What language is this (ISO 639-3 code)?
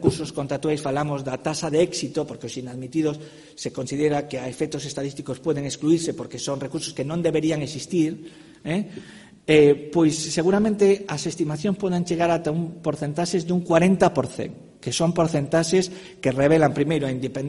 glg